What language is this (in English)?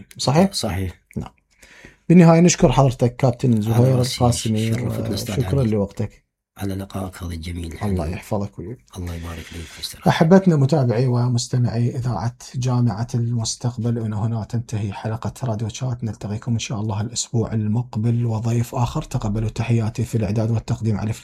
Mesopotamian Arabic